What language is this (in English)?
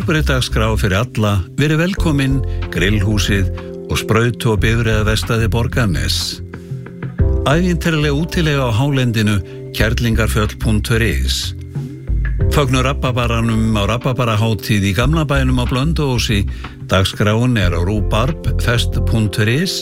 Icelandic